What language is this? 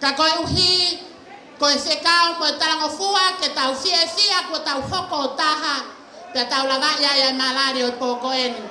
Tongan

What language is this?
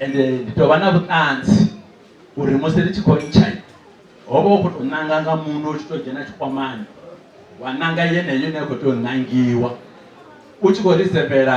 Venda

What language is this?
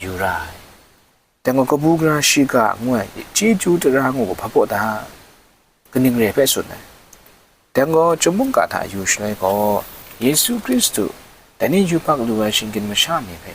Kachin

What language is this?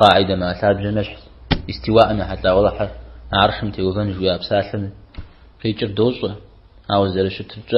Kabardian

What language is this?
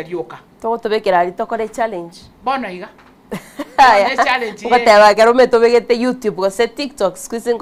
Gusii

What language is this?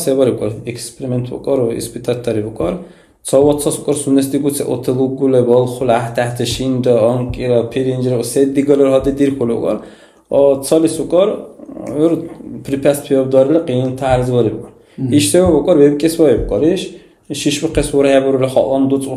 Dargwa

